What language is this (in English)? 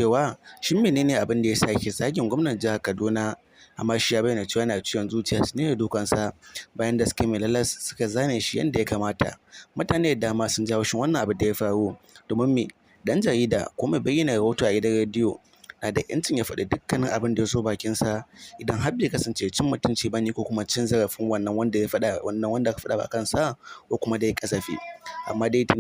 Hausa